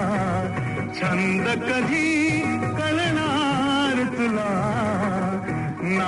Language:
Marathi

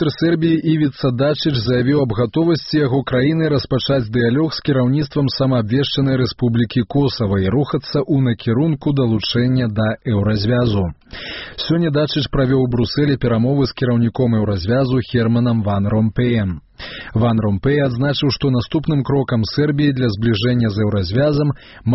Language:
Belarusian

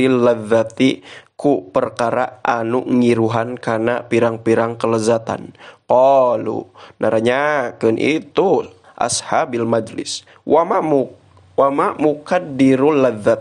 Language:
Sundanese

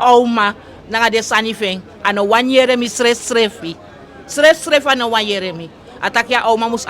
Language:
Eastern Maroon Creole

